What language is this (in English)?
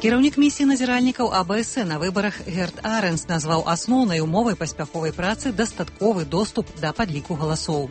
Belarusian